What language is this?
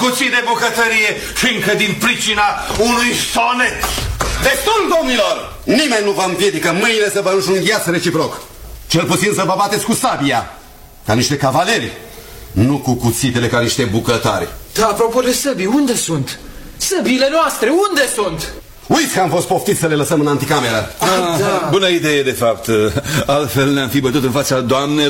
Romanian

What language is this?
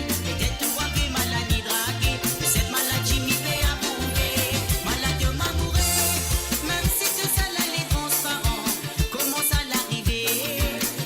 Morisyen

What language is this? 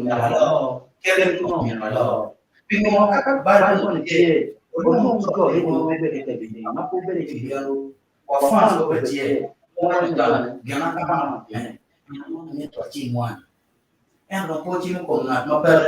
Acoli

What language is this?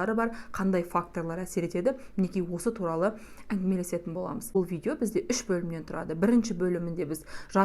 Kazakh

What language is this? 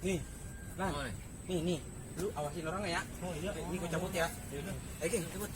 Betawi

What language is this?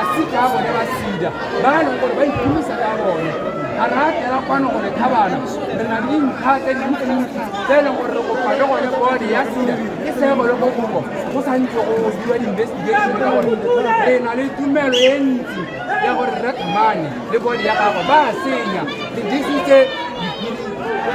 Tswana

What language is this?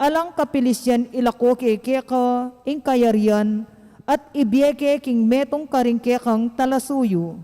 Pampanga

